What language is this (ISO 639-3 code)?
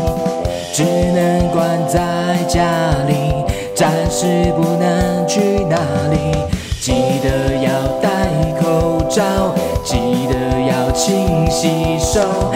zho